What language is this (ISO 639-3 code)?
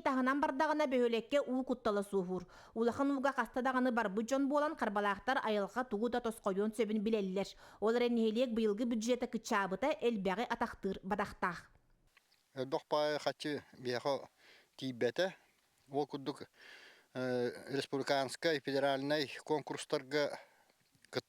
sah